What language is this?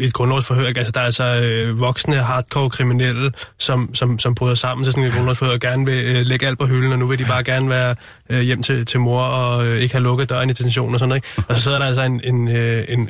Danish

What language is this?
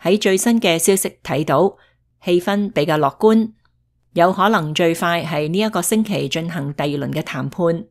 Cantonese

